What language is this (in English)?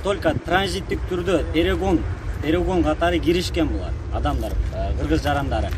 Kyrgyz